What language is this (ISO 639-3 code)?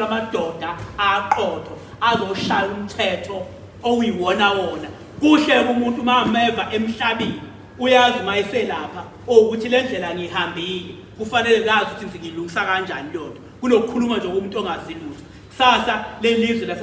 zul